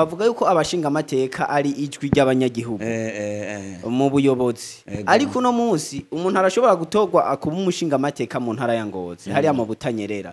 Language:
Rundi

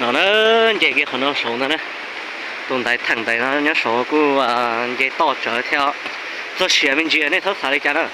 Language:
Hmong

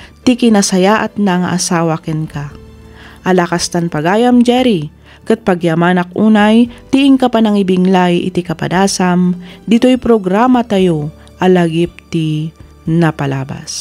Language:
Iloko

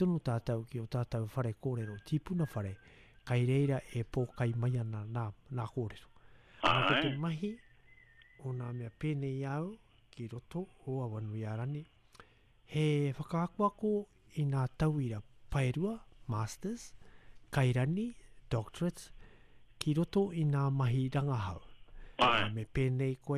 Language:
Māori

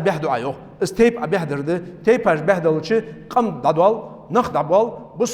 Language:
Ingush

